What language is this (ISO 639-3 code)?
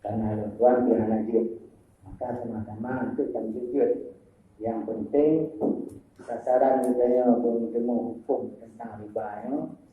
ace